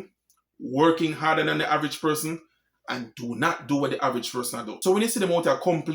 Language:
Jamaican Creole English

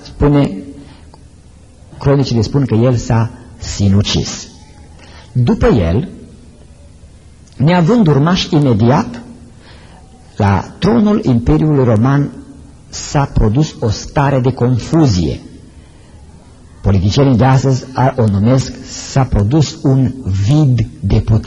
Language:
Romanian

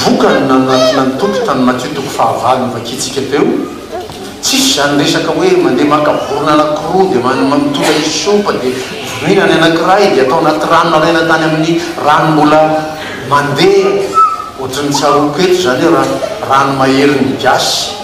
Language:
Malagasy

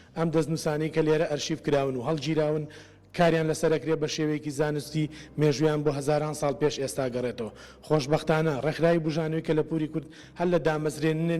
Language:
Central Kurdish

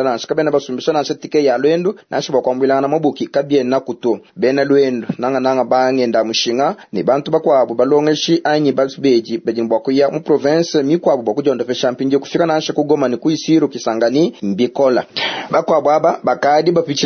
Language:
Luba-Lulua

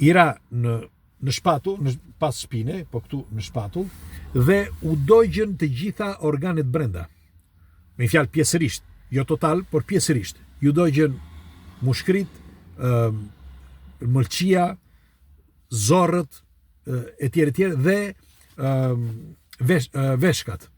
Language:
Albanian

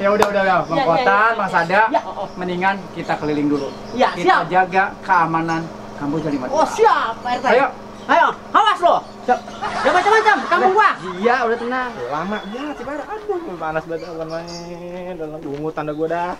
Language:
Betawi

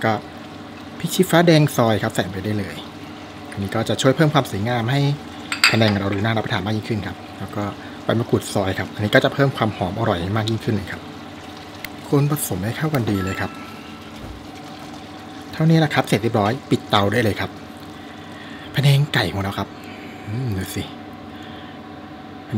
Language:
Thai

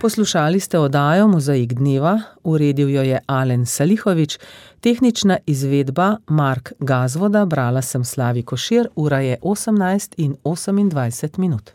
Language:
Slovenian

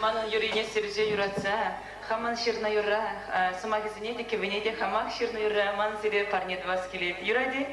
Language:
Chuvash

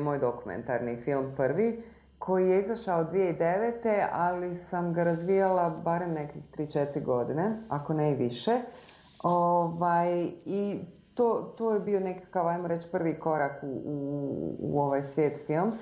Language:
Bosnian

